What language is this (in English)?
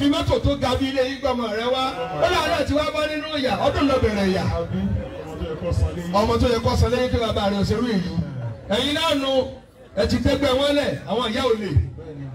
Yoruba